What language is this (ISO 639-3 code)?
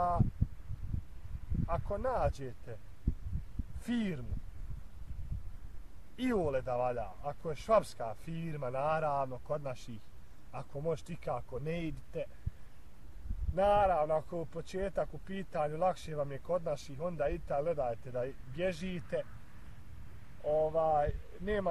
bos